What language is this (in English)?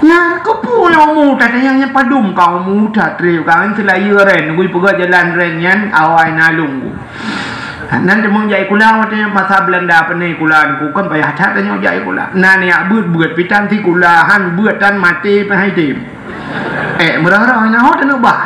Achinese